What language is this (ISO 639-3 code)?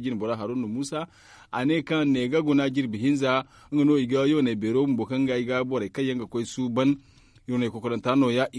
dje